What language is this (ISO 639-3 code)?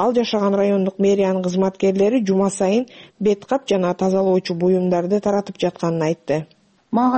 kir